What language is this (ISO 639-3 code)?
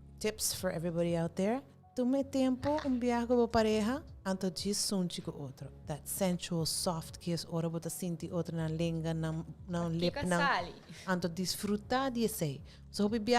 pap